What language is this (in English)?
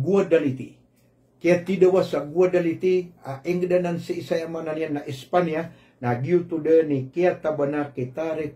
Maranao